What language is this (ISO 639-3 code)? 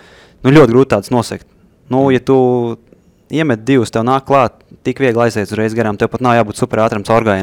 lav